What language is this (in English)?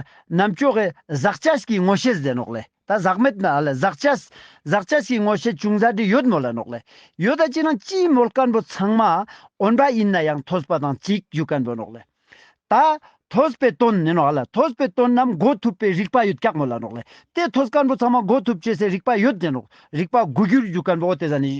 Ladakhi